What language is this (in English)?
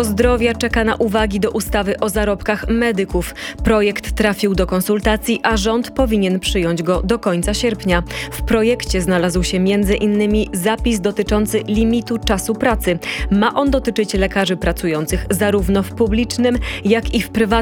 Polish